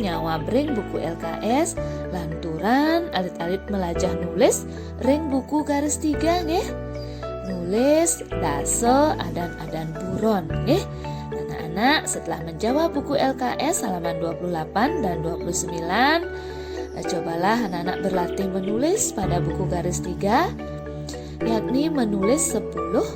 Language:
Balinese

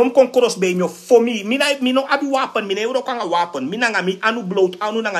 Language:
Sranan Tongo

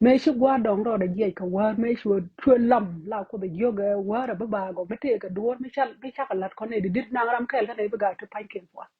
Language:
Nuer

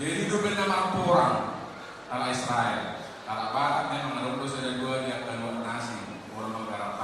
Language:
Batak Toba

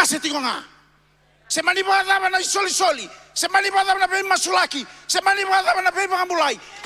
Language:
Fijian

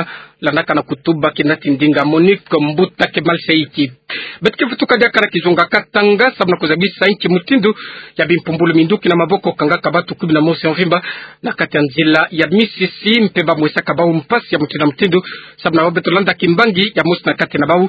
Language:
Kituba (Democratic Republic of Congo)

